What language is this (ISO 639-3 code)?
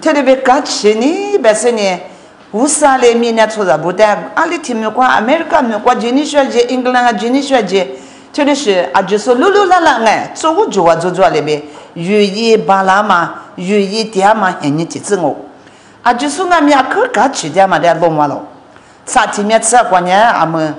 lis